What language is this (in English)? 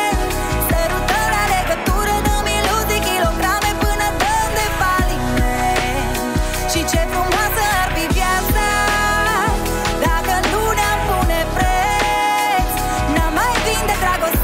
Romanian